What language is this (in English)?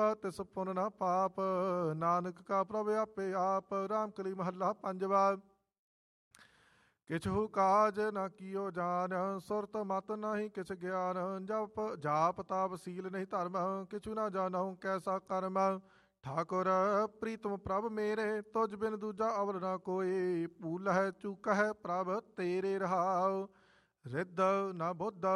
Punjabi